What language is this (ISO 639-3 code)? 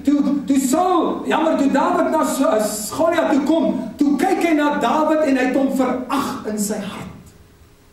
afr